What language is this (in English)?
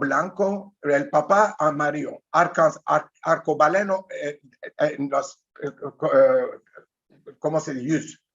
Ladino